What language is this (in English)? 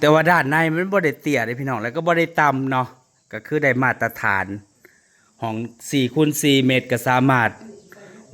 Northeastern Thai